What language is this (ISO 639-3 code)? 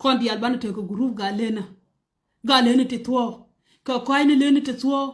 nus